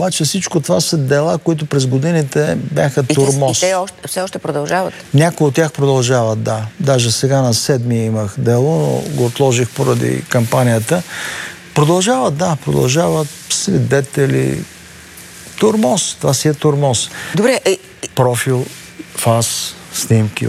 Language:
Bulgarian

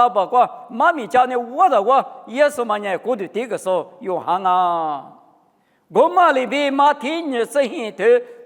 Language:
Lisu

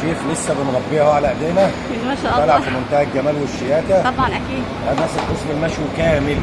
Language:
Egyptian Arabic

